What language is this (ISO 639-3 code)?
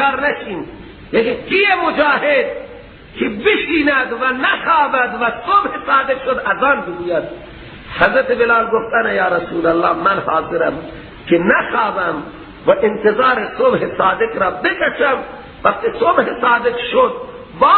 fas